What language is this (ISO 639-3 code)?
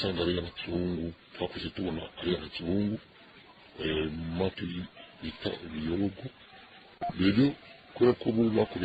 run